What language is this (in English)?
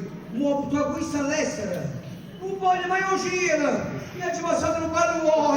Neapolitan